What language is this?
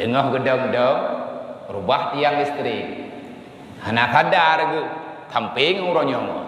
Achinese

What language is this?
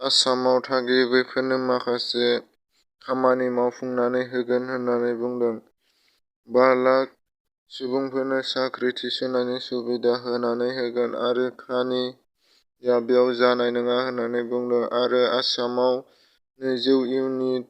Bodo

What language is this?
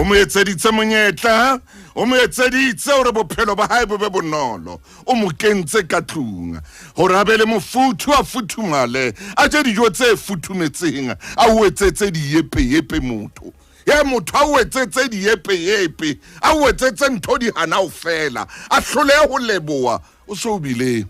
Southern Sotho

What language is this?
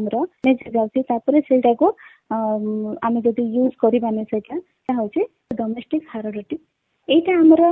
Odia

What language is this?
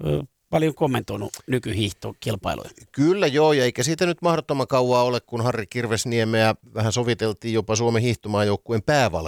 Finnish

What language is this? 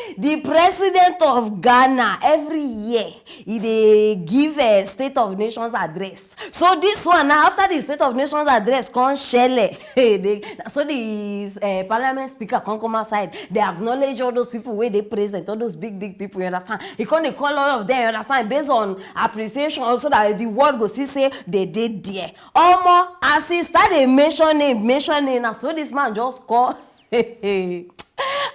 Nigerian Pidgin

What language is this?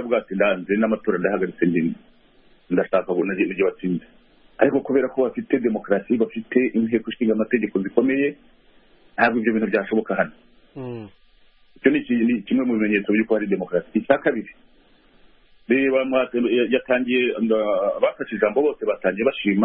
Kinyarwanda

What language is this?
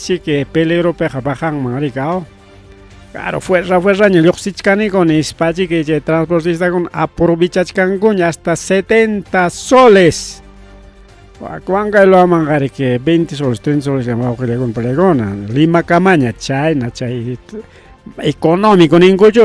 Ayacucho Quechua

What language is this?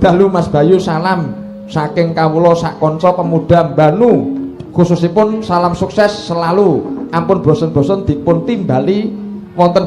Javanese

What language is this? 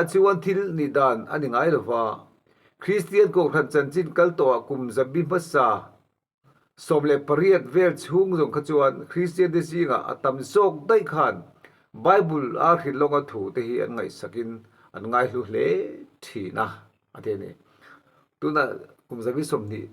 Mizo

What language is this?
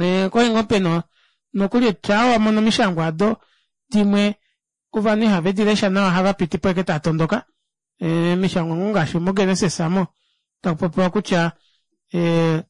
Kuanyama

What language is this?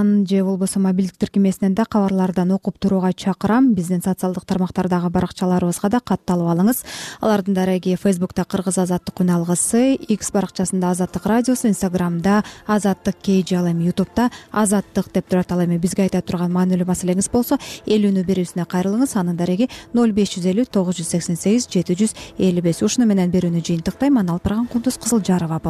Kyrgyz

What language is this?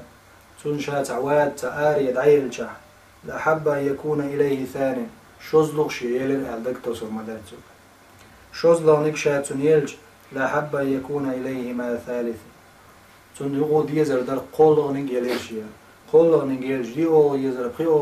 Chechen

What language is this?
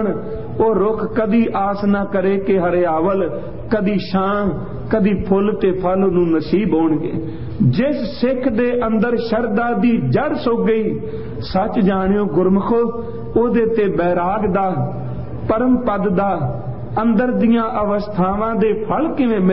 Punjabi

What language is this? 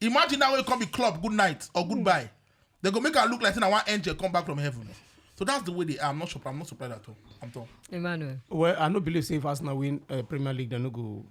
Nigerian Pidgin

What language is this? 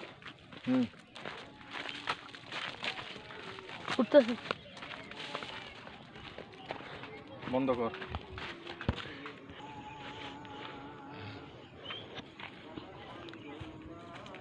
Bangla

